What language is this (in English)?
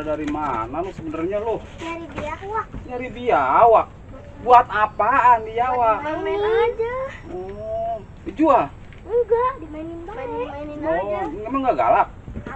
Betawi